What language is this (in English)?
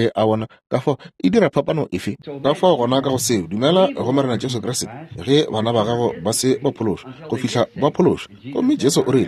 Northern Sotho